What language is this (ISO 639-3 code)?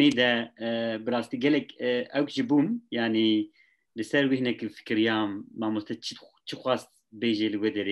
kur